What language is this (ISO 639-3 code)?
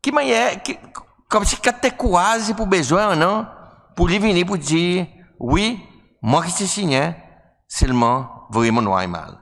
crs